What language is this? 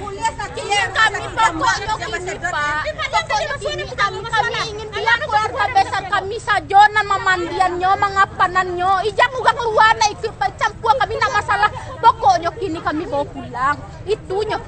Minangkabau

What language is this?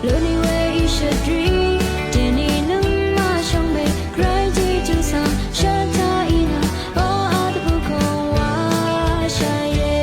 Rawang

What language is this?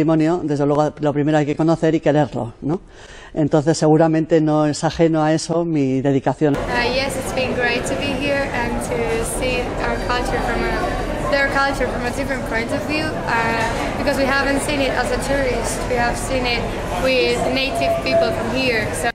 Basque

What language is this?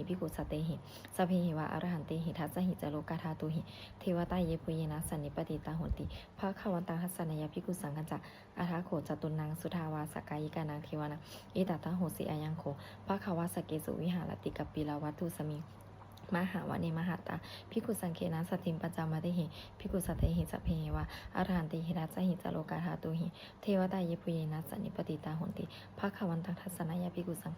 Pali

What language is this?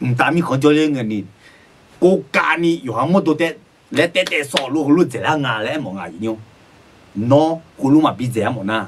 Akha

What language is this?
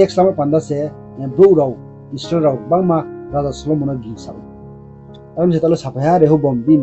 Riang (India)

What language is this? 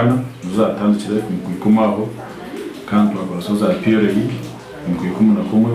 Nyankole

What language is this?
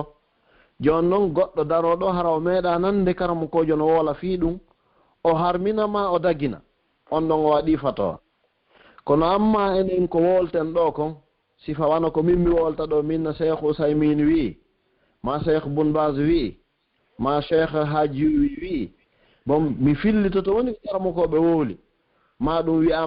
Pular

